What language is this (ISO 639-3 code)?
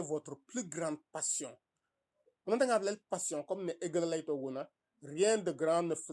srr